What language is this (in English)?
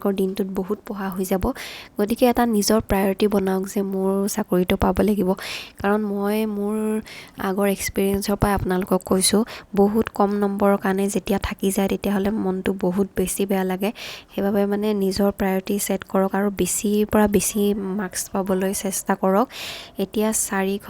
Assamese